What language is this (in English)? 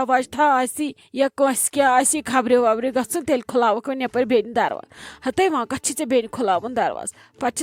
Kashmiri